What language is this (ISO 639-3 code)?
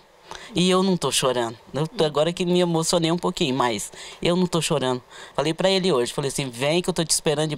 por